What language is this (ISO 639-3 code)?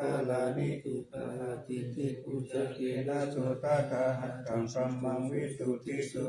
pli